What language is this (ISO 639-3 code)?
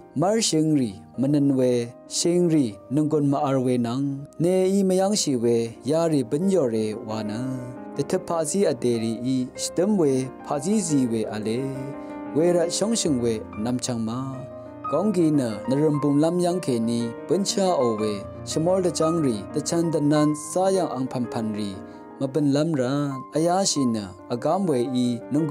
raw